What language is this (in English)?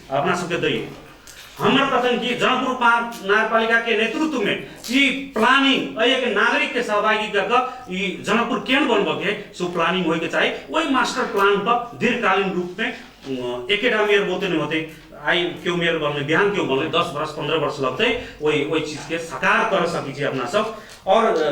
Maithili